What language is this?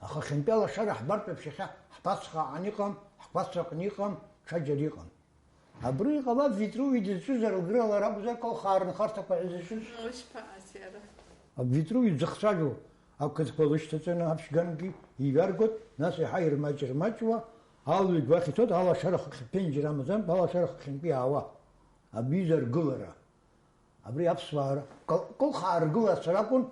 Abkhazian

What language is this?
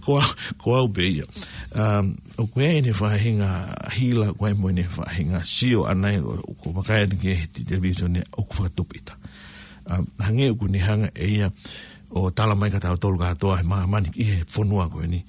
Tongan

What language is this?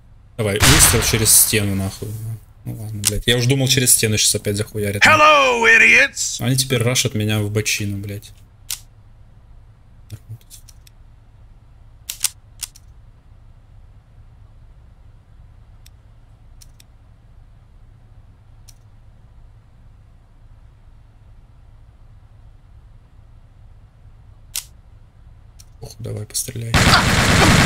Russian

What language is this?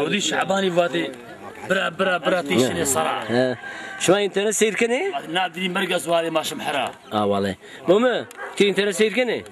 Zaza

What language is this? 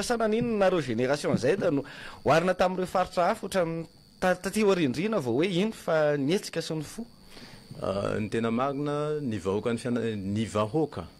Malagasy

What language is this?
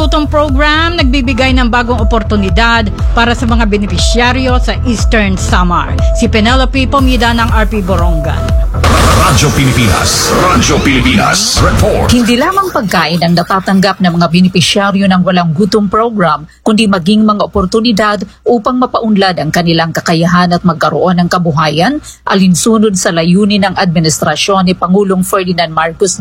Filipino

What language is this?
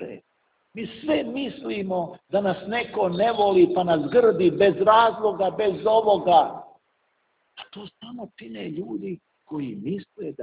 Serbian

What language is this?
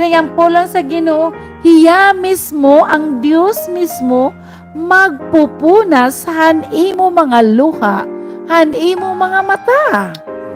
Waray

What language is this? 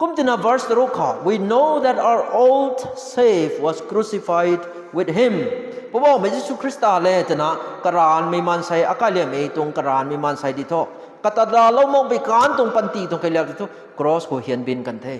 Rongmei Naga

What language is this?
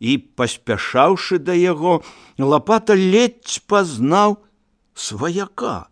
Belarusian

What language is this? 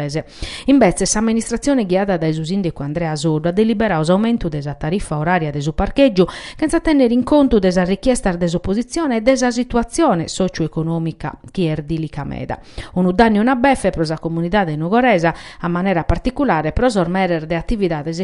Sardinian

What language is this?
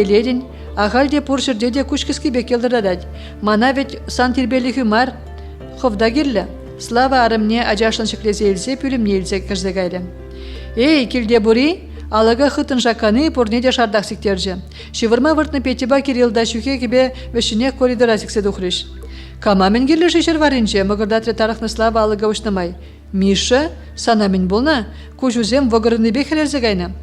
Chuvash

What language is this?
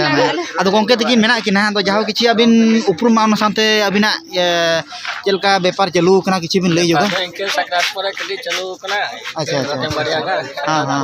Santali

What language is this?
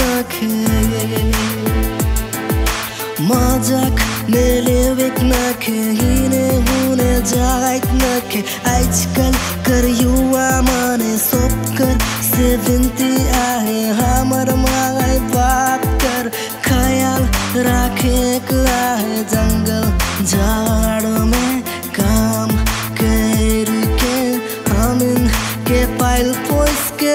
Sadri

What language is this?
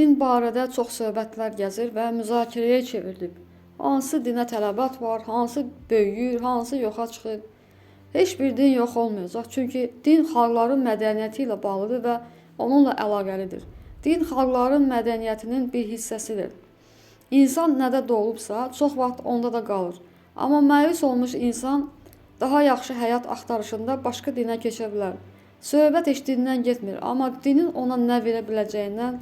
Azerbaijani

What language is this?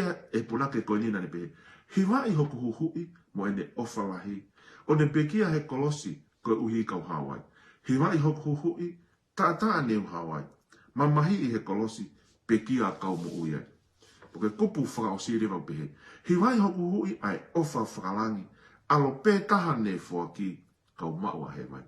Tongan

